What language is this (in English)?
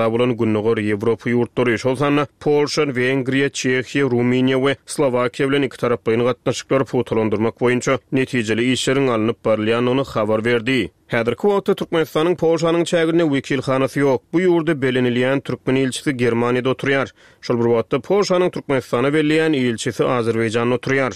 Turkmen